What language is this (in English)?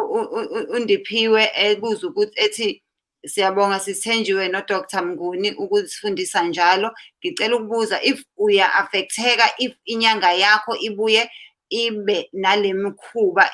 Zulu